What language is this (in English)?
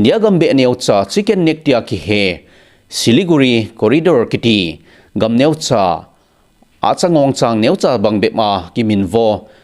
Thado Chin